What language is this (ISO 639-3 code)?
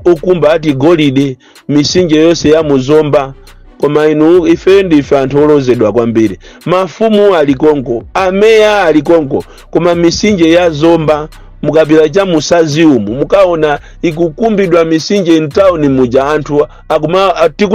nya